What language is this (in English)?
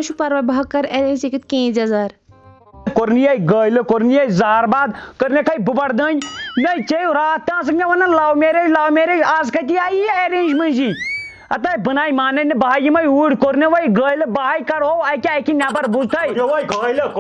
Kashmiri